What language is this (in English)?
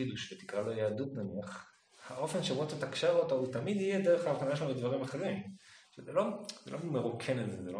Hebrew